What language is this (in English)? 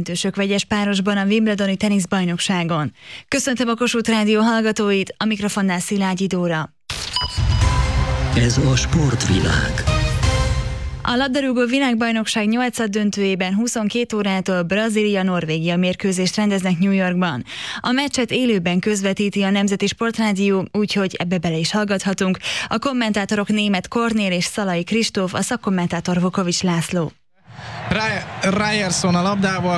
Hungarian